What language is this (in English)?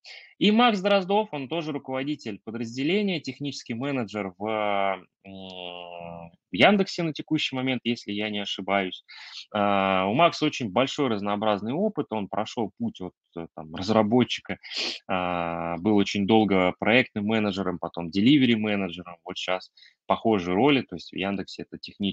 Russian